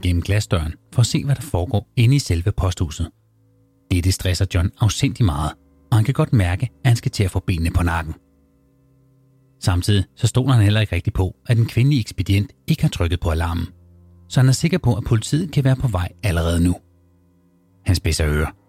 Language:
Danish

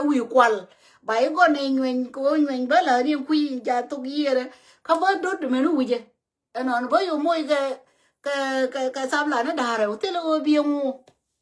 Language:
Nuer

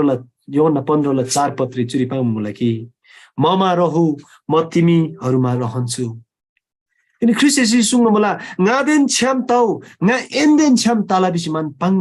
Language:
Eastern Tamang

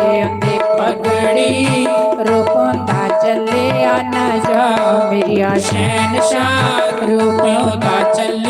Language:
Dogri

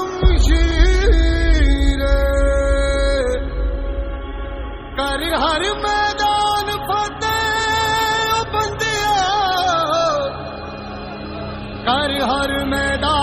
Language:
Hindi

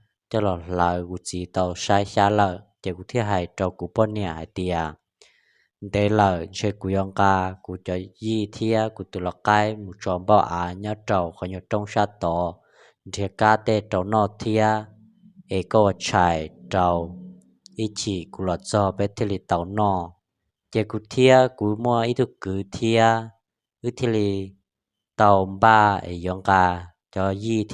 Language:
Hmong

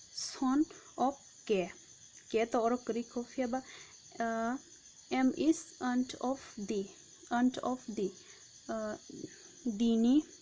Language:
Kok Borok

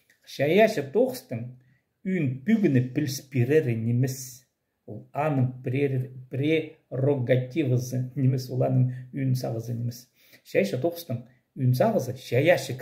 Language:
Khakas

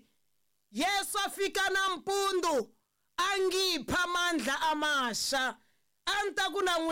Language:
Tsonga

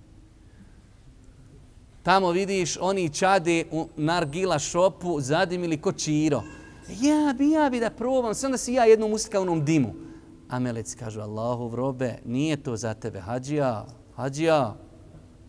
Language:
Bosnian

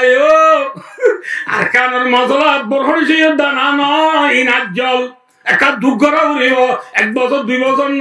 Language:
Rohingya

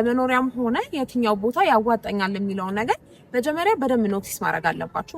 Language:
Amharic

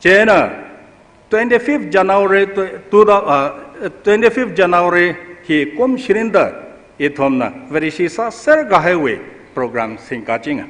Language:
Tangkhul Naga (India)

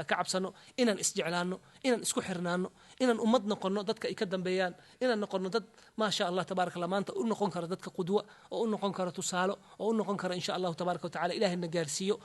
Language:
Somali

